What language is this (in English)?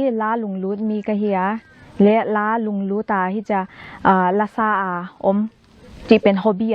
Paite Chin